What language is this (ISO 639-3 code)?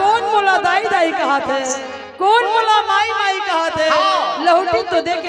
hne